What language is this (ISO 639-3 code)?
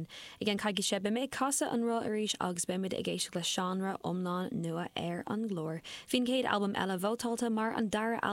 gle